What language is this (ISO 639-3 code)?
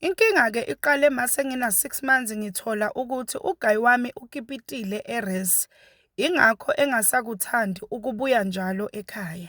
zul